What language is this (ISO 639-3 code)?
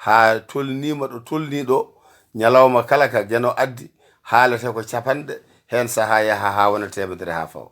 ful